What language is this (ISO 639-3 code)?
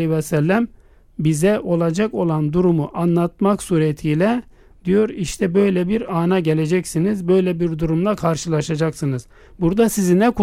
tur